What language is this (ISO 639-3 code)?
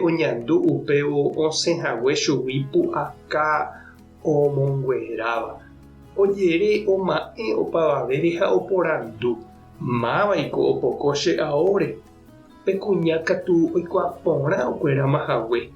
grn